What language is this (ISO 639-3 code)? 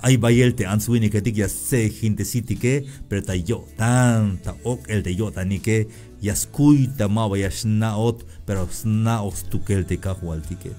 tzh